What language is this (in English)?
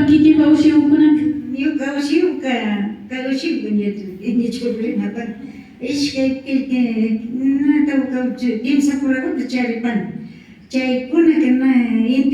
Imbabura Highland Quichua